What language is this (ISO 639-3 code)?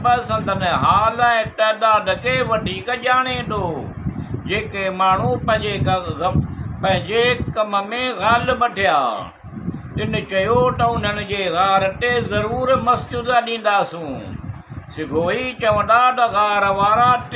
snd